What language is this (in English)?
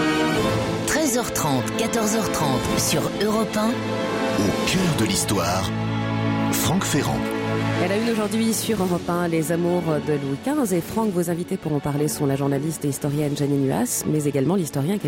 French